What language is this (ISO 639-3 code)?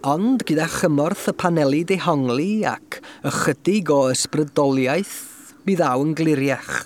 cym